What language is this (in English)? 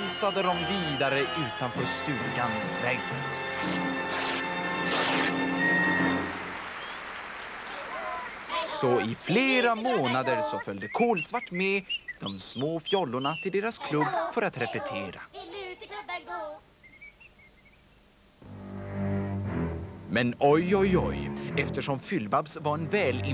Swedish